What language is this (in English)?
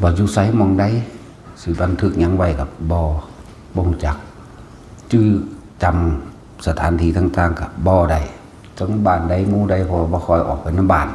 Northeastern Thai